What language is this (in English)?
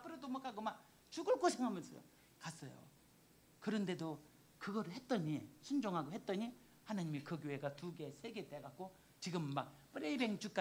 Korean